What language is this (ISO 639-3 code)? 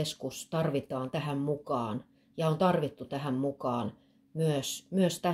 fin